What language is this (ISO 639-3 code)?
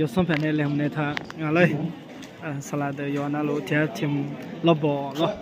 ahk